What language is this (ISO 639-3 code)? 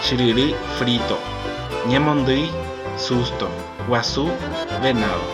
grn